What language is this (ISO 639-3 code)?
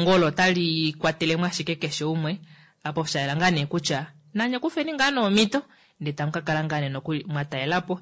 kua